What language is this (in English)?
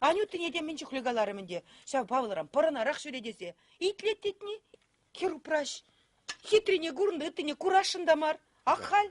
Chuvash